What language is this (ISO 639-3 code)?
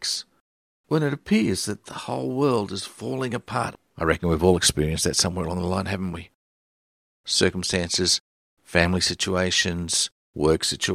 eng